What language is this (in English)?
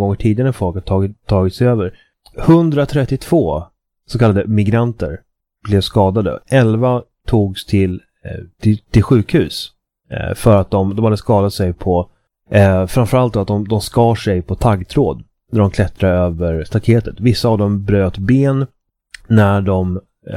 Swedish